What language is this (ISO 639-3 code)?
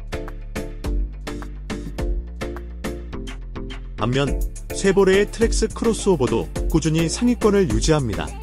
kor